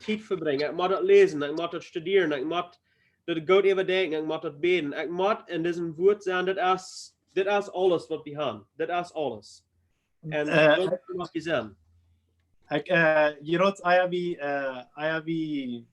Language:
Plautdietsch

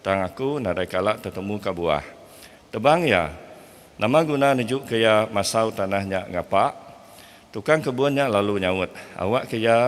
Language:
Iban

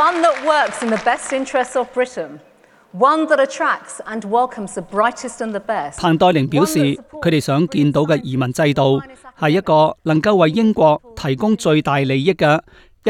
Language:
Cantonese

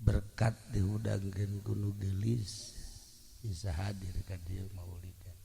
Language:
Sundanese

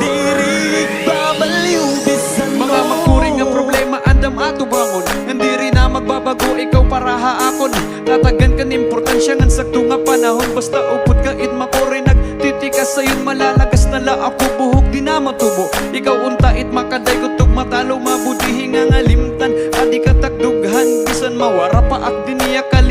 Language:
Waray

